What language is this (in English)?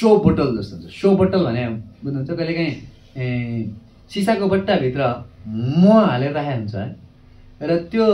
Nepali